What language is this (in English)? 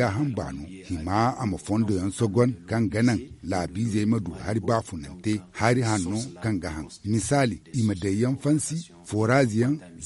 Zarma